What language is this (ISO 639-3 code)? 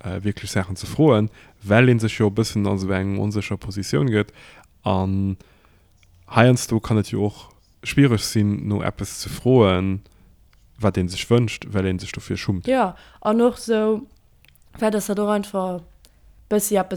ltz